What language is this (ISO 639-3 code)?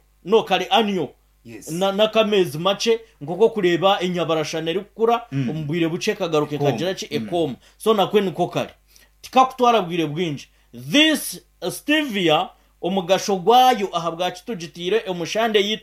nyn